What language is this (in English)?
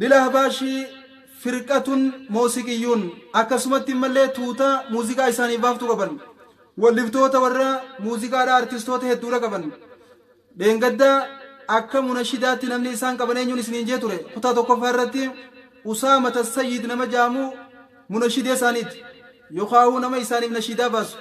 Oromo